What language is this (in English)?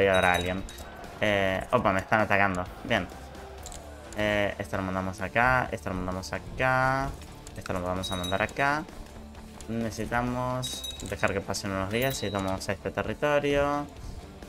Spanish